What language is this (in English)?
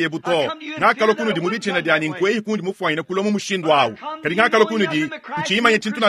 Luba-Lulua